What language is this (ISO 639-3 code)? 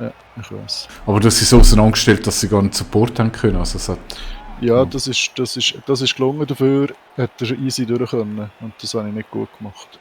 gsw